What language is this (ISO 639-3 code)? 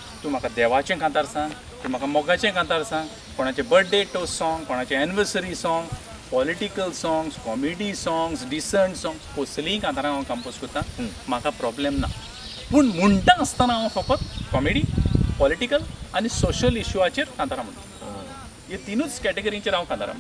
kok